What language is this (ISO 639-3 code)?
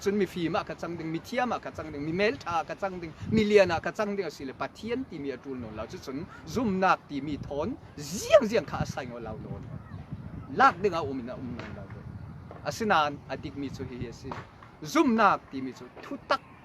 cfm